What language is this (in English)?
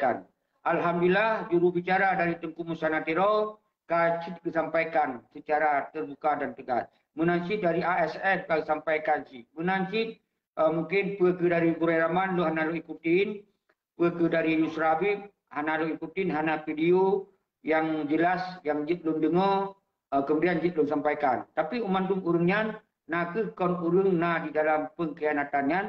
Achinese